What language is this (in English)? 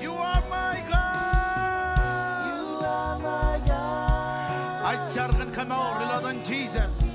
Marshallese